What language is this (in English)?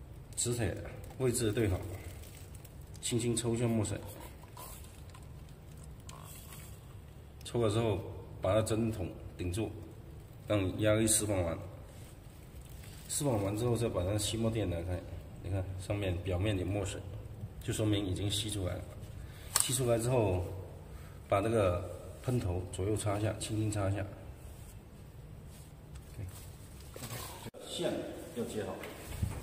Chinese